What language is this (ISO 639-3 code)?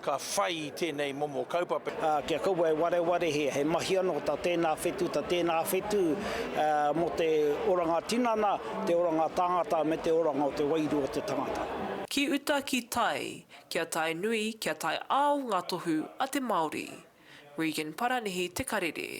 mri